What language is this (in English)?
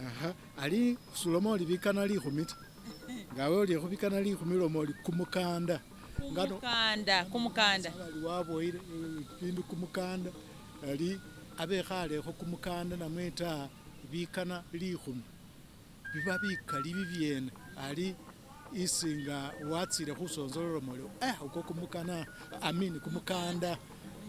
Masaaba